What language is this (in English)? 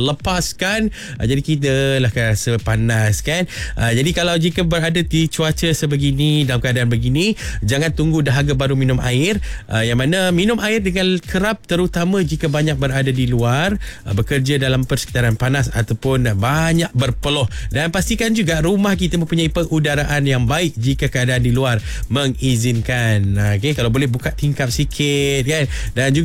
Malay